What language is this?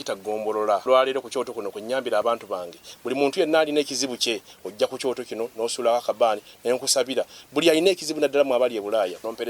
Ganda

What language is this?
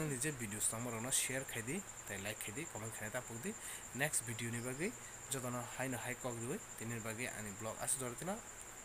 Kok Borok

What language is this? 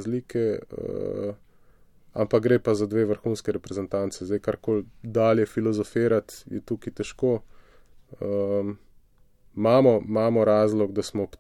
Slovenian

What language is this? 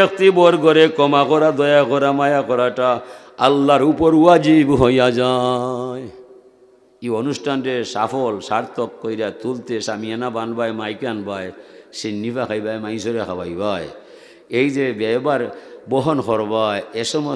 Sylheti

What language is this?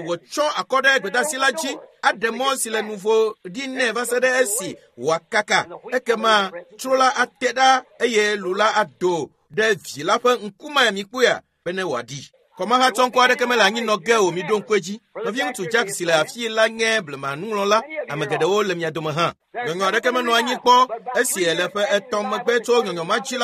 Ewe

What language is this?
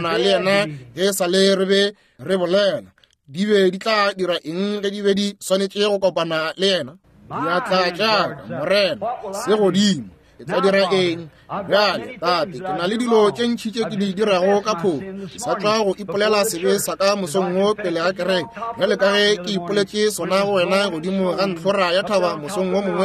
Northern Sotho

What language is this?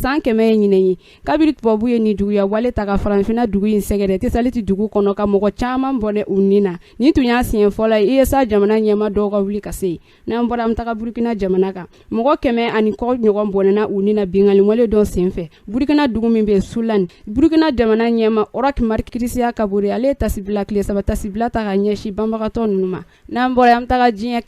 Bambara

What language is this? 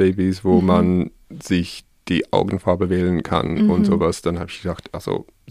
German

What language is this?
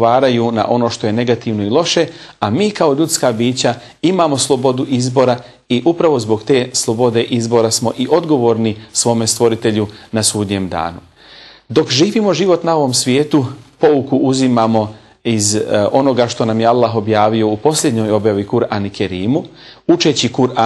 Bosnian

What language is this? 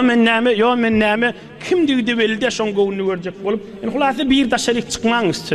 Turkmen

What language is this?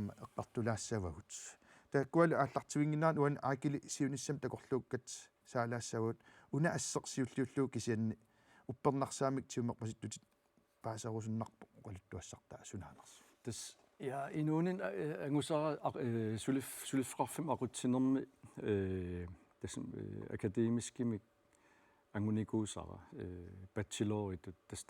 Kalaallisut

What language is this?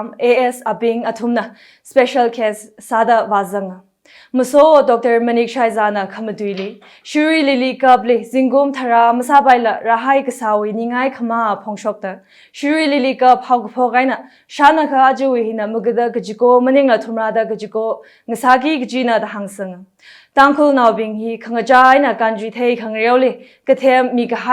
Tangkhul Naga (India)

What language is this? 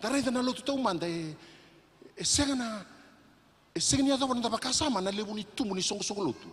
Fijian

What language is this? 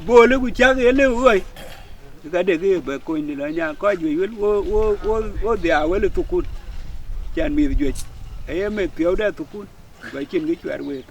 Dinka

